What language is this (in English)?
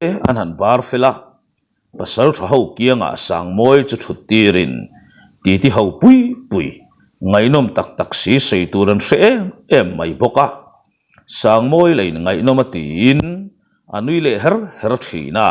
Mizo